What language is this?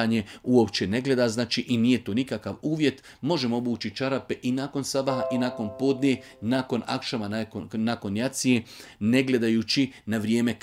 Bosnian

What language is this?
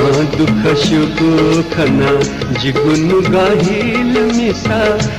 Newari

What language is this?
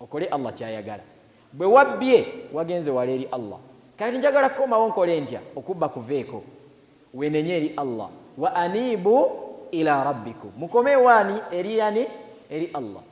Ganda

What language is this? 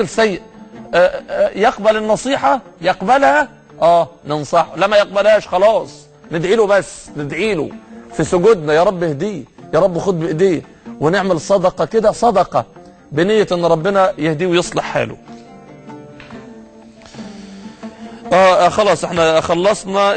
Egyptian Arabic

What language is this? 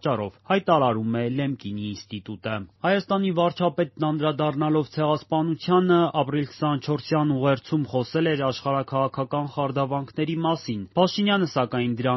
Armenian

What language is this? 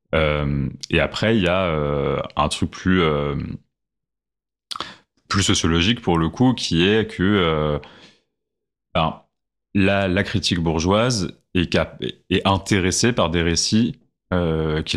French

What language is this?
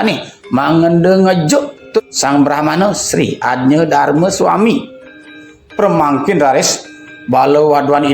Balinese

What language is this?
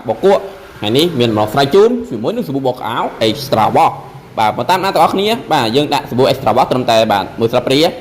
Khmer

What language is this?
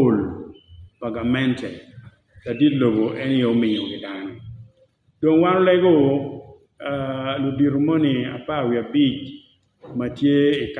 Acoli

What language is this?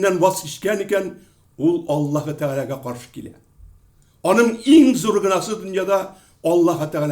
Tatar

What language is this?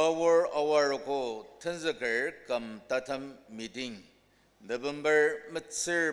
Ao Naga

